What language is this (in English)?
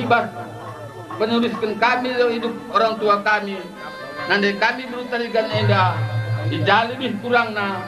Batak Karo